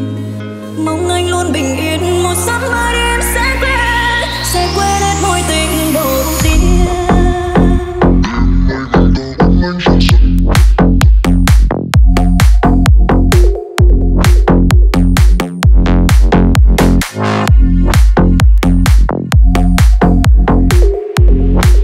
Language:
Vietnamese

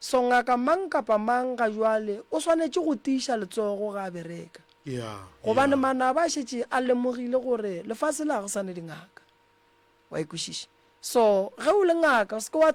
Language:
Northern Sotho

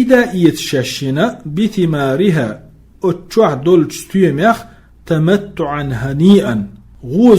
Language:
Chechen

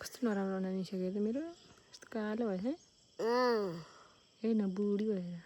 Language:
Nepali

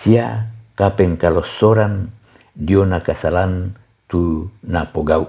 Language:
Toraja-Sa'dan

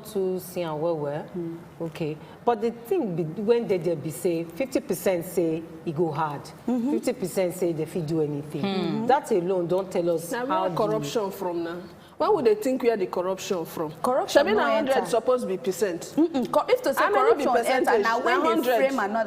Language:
Nigerian Pidgin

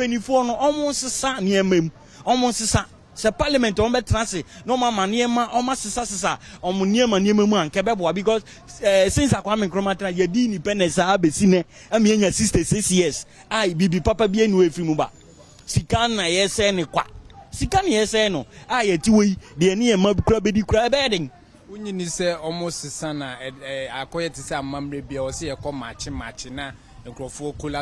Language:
Akan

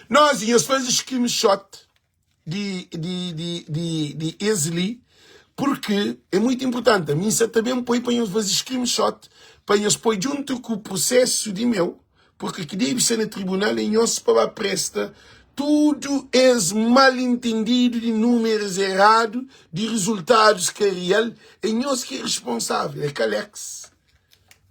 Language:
Kabuverdianu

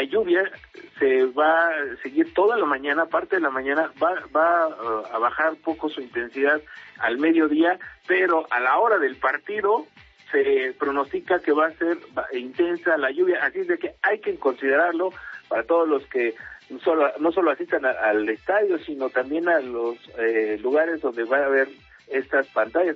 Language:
Spanish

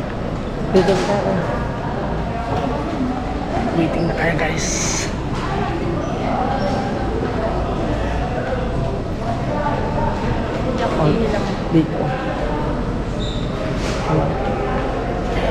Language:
Filipino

